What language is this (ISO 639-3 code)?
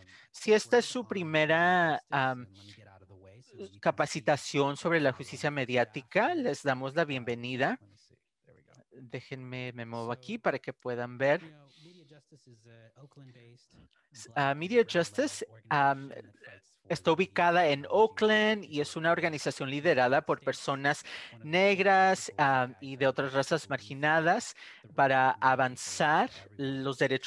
spa